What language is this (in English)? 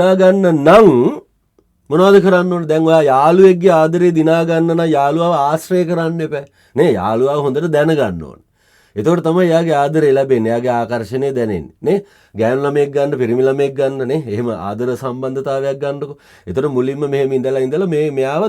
Sinhala